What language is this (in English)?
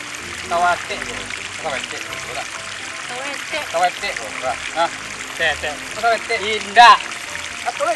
Minangkabau